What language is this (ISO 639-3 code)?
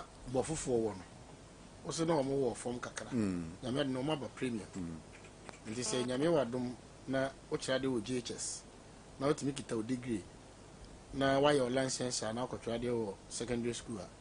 aka